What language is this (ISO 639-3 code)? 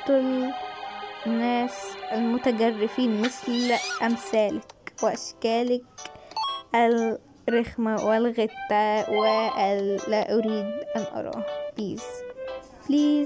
arz